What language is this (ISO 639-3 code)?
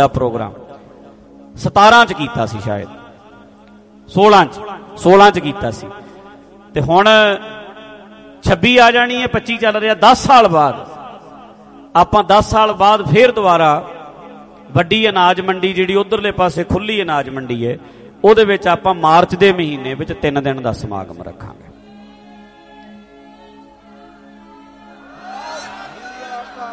pan